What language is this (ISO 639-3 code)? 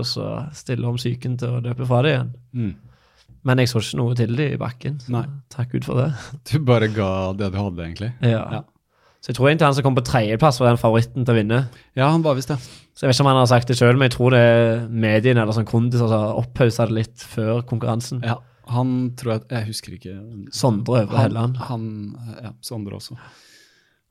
nor